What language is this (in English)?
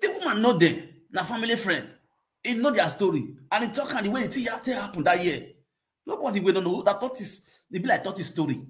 Nigerian Pidgin